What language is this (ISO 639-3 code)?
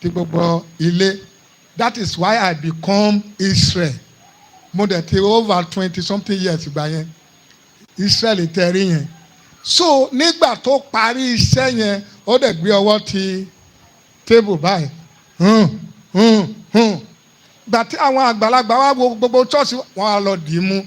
yor